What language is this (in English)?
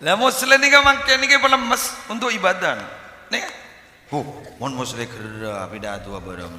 Madurese